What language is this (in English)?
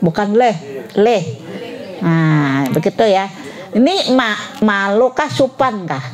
Banjar